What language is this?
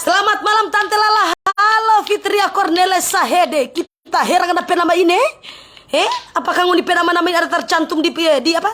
Manado Malay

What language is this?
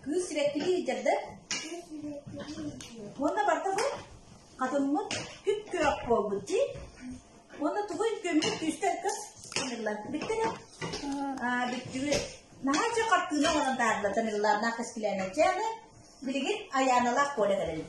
Yakut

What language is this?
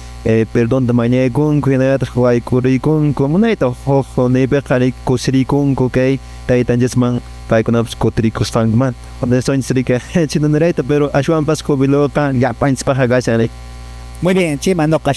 Quechua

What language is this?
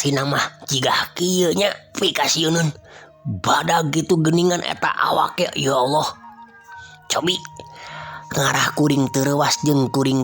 Sundanese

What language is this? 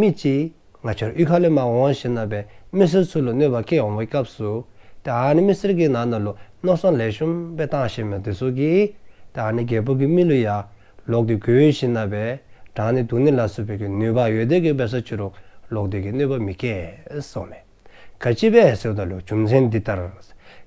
Dzongkha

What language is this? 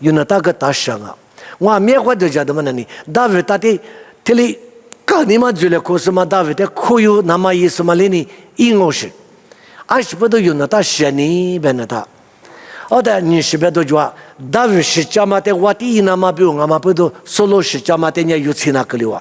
Lisu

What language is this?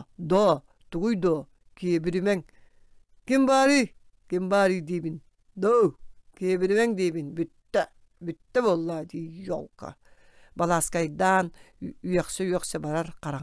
Yakut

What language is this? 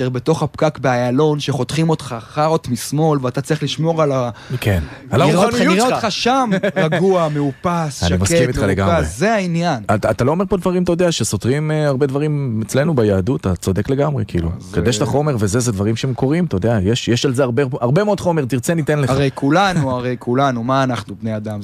Hebrew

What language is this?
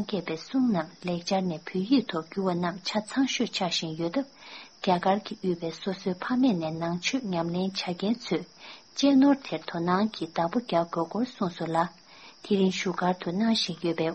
Tibetan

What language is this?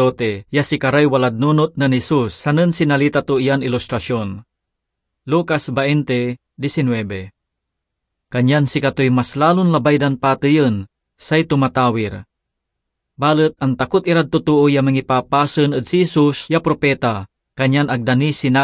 Pangasinan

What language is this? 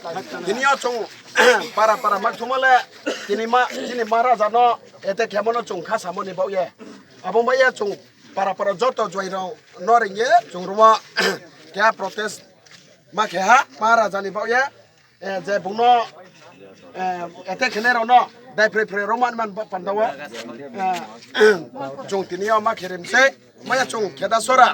Riang (India)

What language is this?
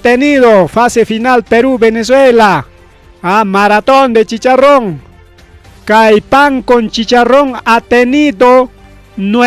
Ayacucho Quechua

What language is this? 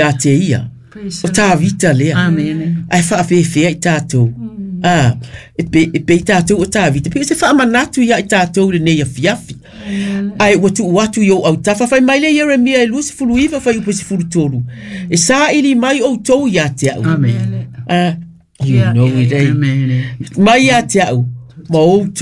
Samoan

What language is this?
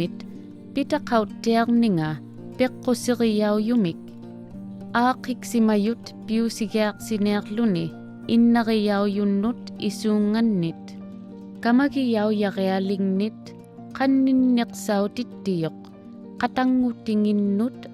Inuktitut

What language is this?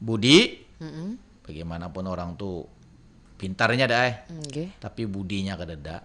Banjar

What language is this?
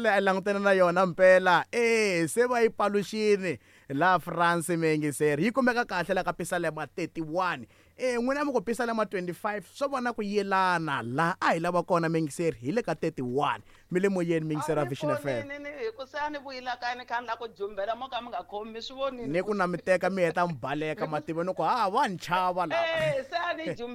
Tsonga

